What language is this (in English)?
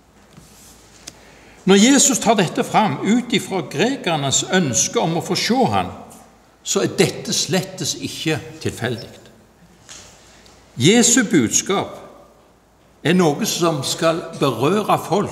Norwegian